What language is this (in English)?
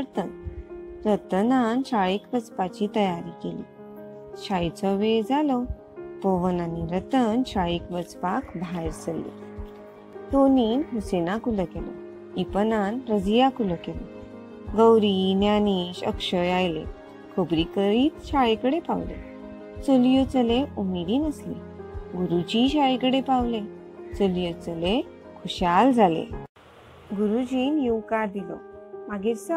Konkani